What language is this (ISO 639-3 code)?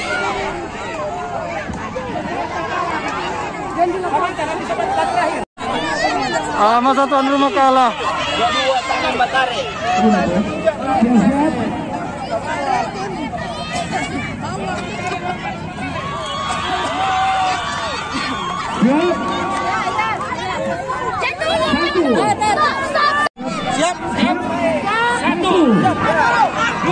ind